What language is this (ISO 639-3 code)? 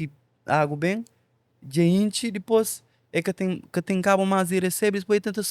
kea